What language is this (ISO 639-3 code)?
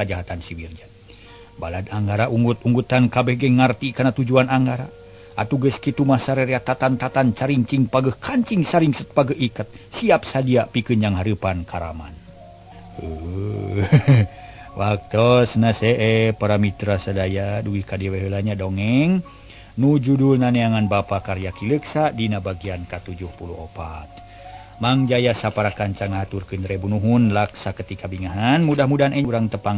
sun